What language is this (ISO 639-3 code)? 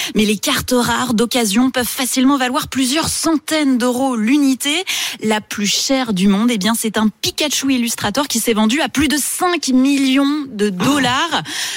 fra